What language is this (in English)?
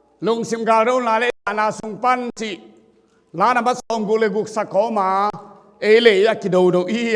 Tedim Chin